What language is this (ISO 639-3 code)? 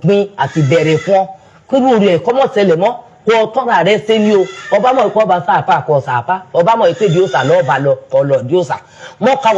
yor